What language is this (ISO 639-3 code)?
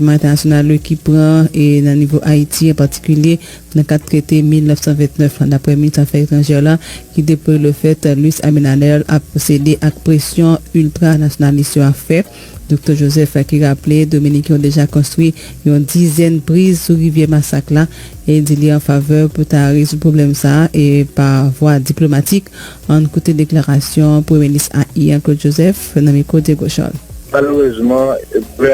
hat